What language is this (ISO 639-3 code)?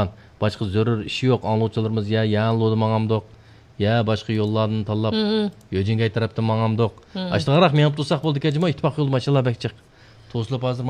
uig